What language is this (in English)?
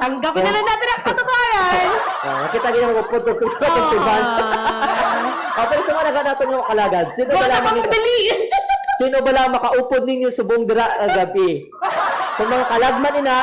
Hiligaynon